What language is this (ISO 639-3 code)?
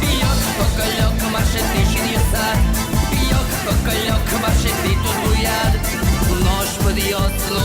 udm